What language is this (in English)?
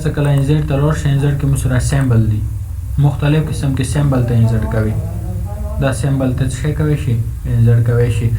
Pashto